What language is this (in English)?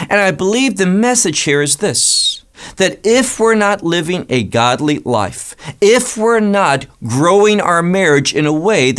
English